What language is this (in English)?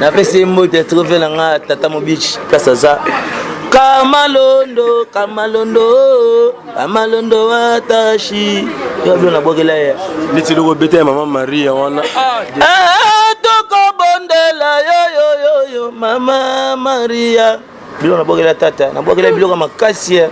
Lingala